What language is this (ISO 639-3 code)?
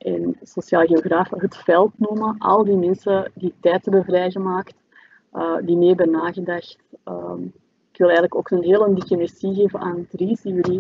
nld